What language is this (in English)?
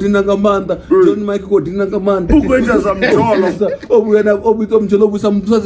Venda